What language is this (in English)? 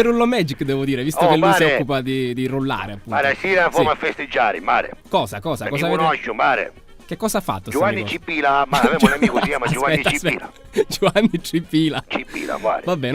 Sicilian